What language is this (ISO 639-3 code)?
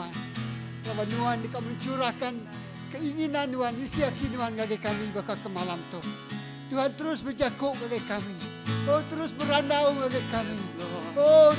iba